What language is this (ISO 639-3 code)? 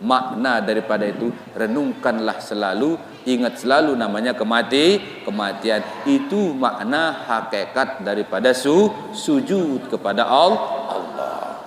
sas